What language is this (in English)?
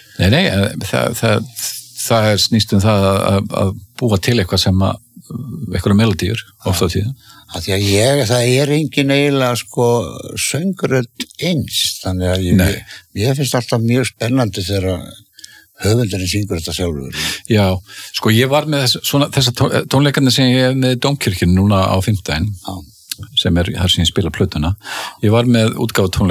Icelandic